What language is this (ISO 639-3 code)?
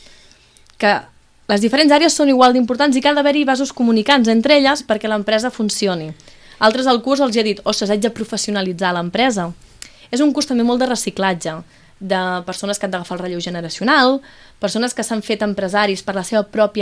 cat